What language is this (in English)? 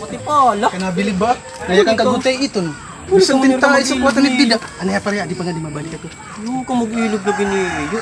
Waray